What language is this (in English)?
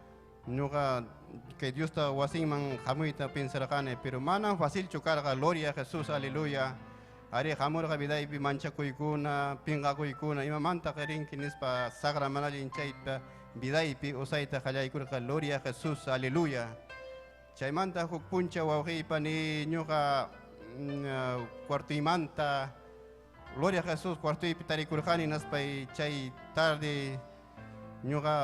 Ayacucho Quechua